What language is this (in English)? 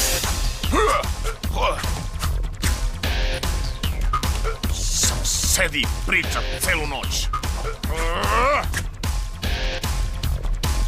Serbian